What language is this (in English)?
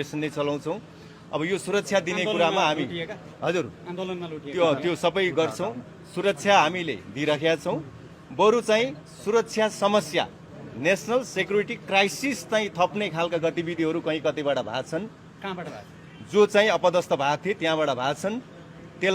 Nepali